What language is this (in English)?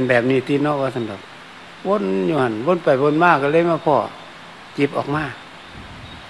Thai